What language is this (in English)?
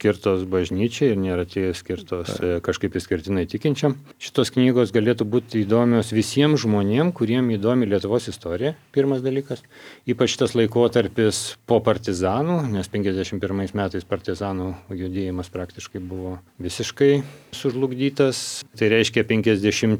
Lithuanian